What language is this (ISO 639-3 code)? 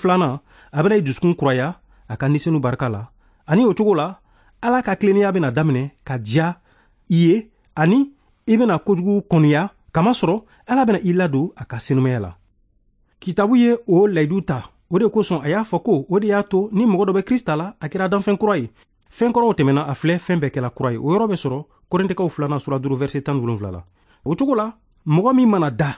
bam